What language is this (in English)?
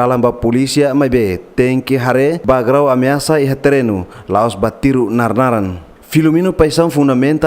Tetum